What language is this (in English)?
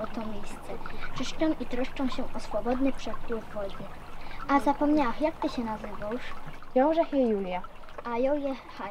Silesian